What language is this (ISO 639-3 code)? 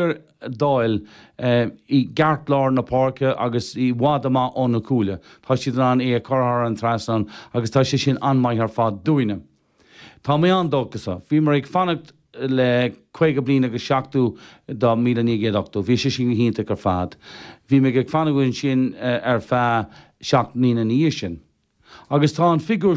gle